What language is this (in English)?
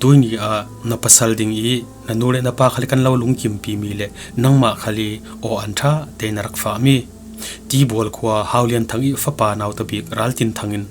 Falam Chin